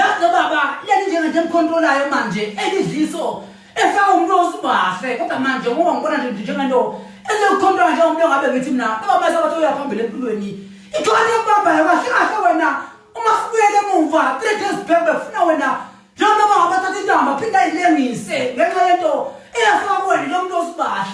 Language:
Zulu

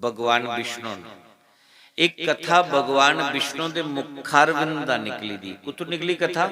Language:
Dogri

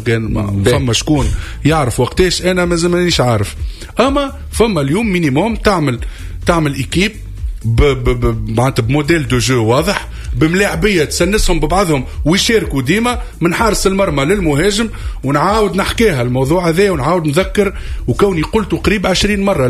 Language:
Tunisian Arabic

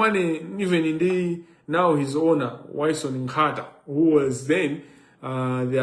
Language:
Nyanja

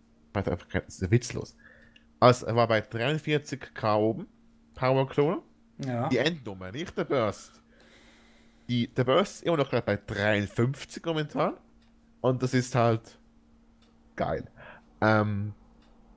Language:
German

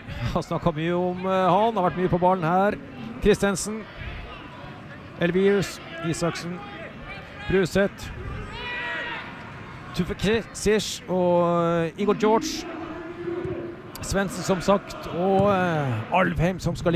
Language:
Norwegian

